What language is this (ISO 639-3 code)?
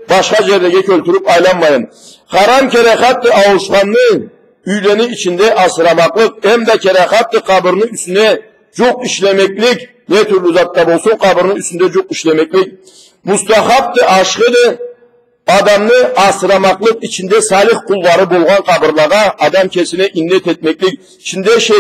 krc